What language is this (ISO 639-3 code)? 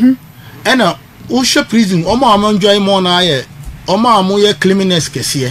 aka